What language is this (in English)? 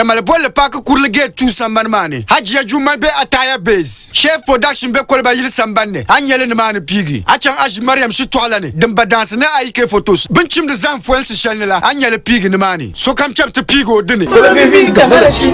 Dagbani